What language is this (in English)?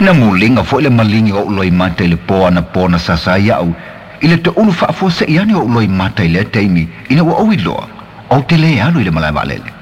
Samoan